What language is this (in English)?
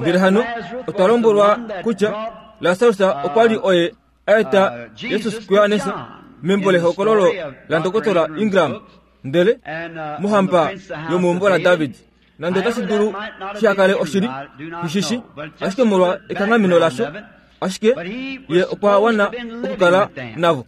Kuanyama